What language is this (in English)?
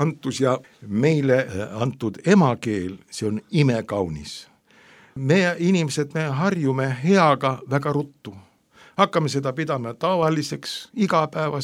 Estonian